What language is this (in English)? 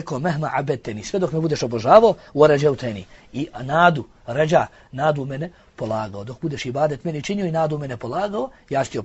Bosnian